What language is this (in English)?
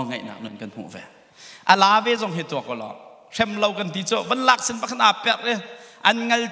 Hakha Chin